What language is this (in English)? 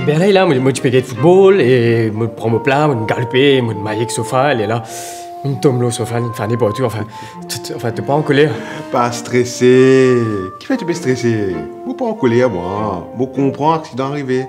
Morisyen